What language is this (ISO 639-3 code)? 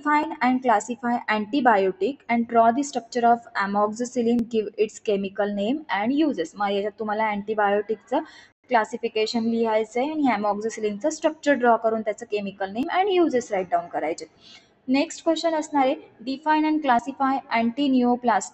mar